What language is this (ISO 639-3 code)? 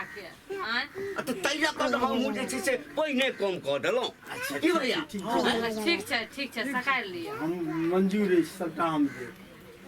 mai